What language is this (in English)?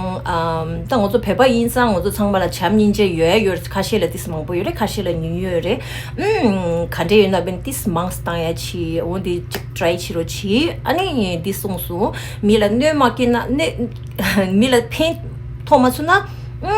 Tibetan